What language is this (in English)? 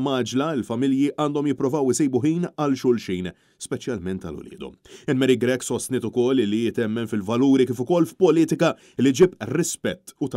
Maltese